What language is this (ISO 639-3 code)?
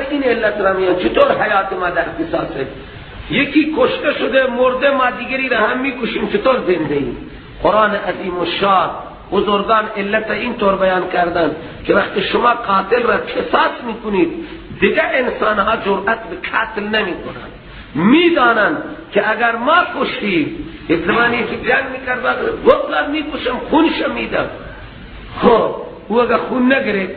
fas